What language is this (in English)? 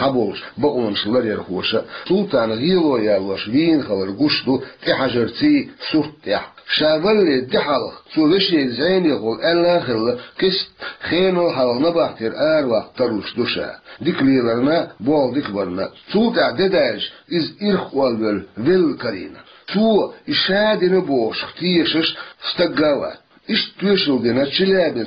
Chechen